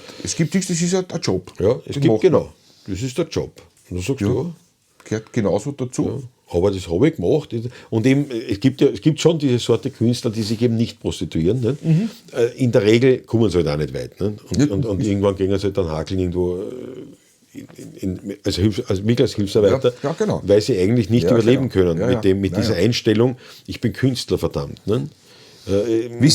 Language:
Bavarian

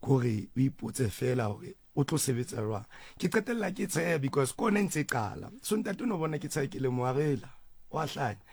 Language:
Southern Sotho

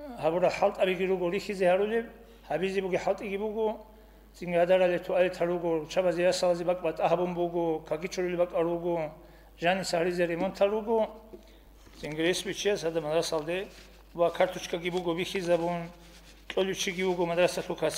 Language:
Avaric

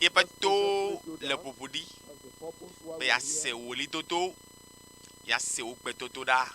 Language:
Ewe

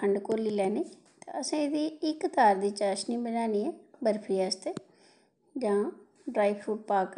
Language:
Dogri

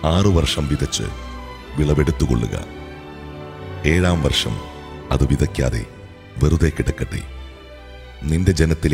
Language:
Malayalam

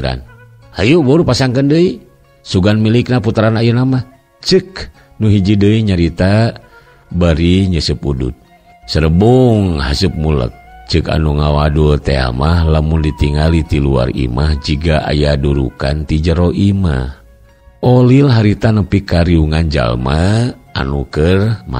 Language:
Sundanese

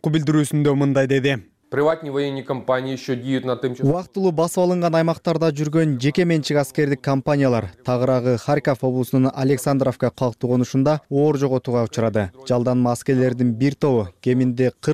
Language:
Kyrgyz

